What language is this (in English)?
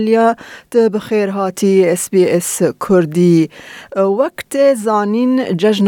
Kurdish